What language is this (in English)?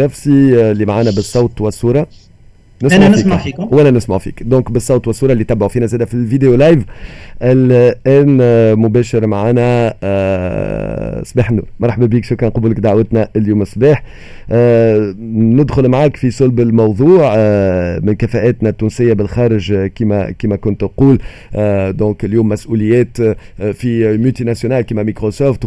Tunisian Arabic